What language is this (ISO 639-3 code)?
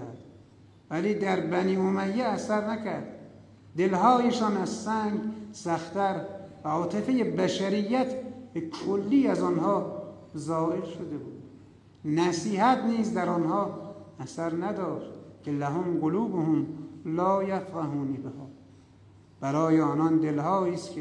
fas